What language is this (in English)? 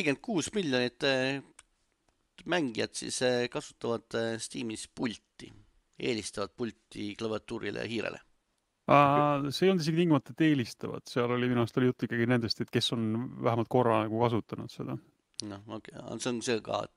Estonian